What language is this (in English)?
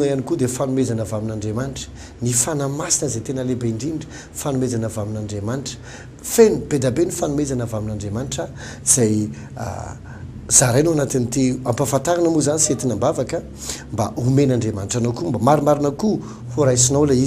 Malagasy